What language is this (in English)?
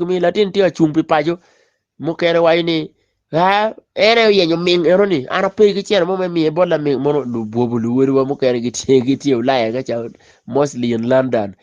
Acoli